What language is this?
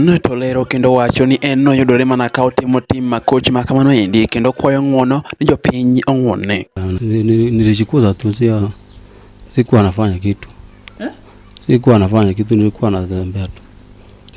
Luo (Kenya and Tanzania)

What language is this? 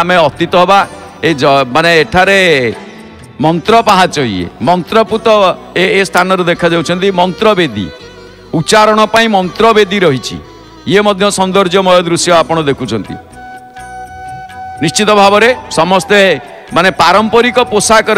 Odia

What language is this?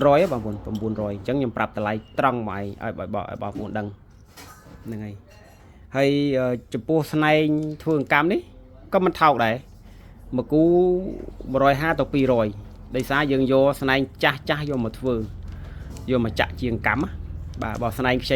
Khmer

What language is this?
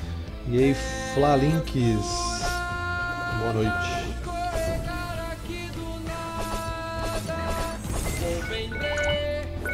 Portuguese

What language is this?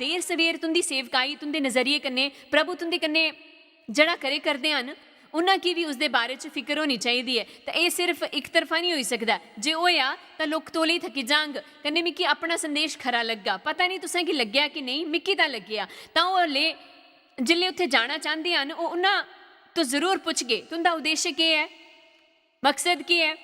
Dogri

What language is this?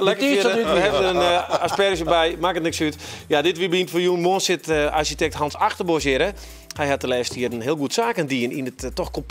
Western Frisian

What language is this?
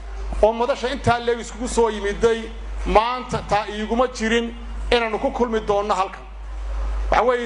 Somali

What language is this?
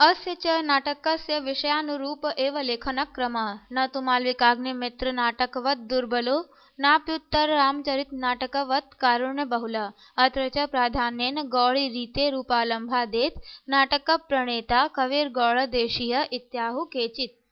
Sanskrit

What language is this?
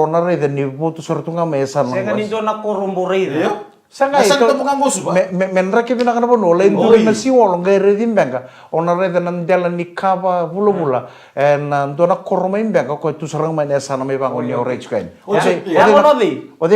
Fijian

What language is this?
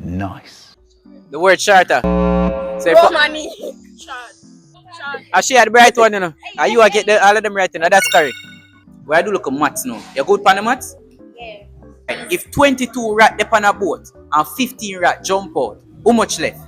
Jamaican Creole English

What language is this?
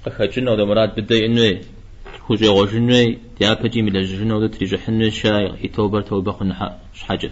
Kabardian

